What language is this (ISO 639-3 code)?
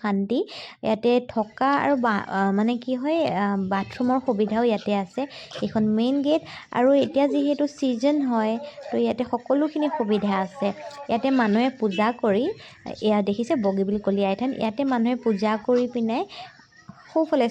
asm